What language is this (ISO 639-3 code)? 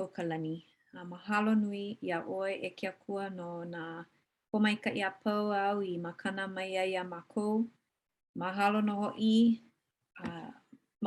haw